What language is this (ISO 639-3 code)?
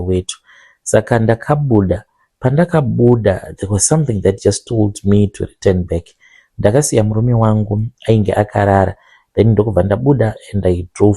sna